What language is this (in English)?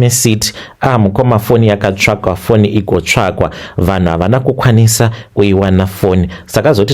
Shona